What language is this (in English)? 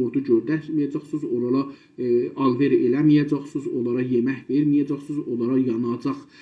South Azerbaijani